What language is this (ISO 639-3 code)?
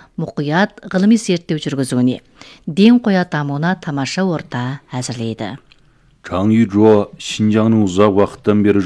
kaz